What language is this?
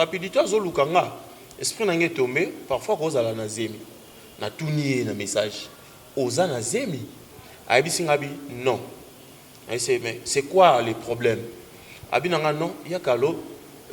Lingala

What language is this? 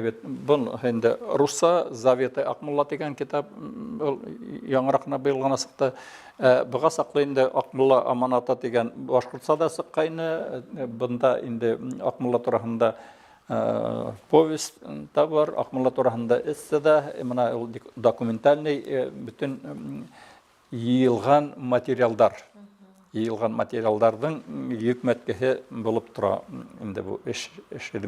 Bashkir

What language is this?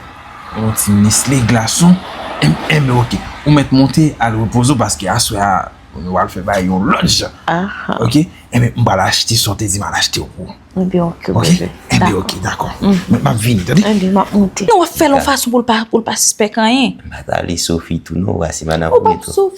Haitian Creole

